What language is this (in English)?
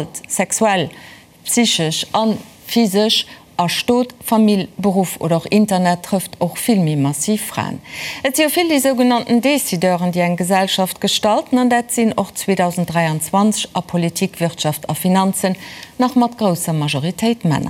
Luxembourgish